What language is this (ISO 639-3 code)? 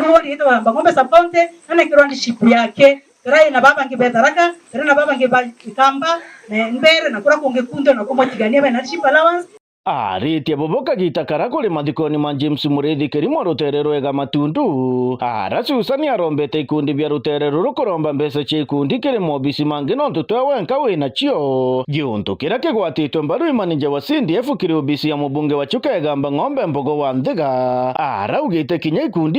mer